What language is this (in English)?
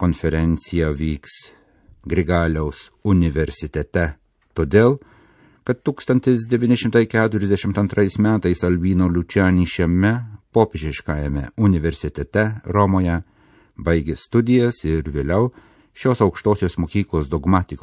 Lithuanian